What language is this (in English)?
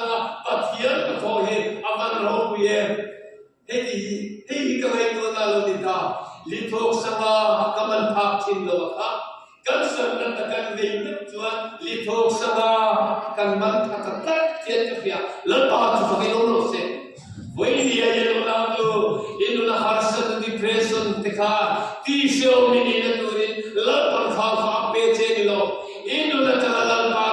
Mizo